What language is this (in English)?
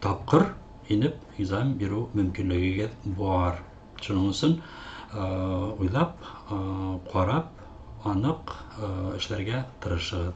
Bashkir